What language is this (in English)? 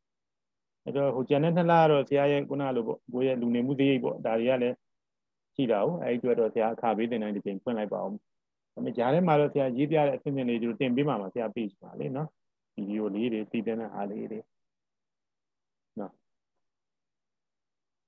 Burmese